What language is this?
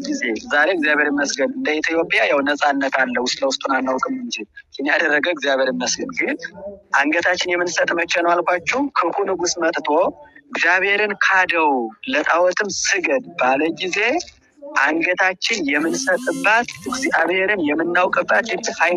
Amharic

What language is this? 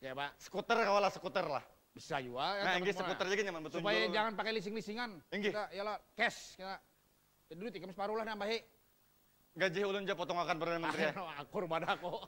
Banjar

